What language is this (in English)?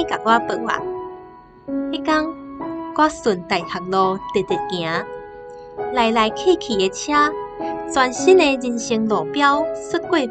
Min Nan Chinese